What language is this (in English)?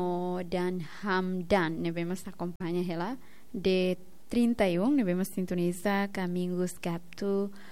Tetum